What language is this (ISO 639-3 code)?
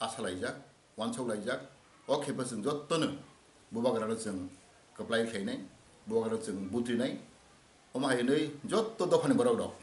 trp